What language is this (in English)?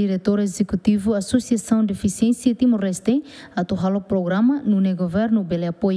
Tetum